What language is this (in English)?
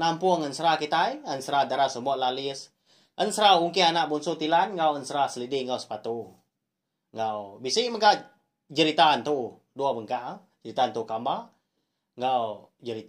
Iban